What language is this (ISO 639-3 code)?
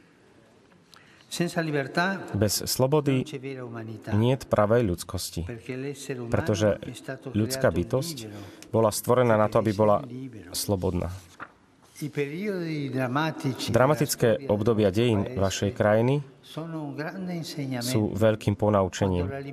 slk